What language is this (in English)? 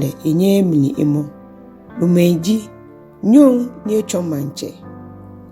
Ga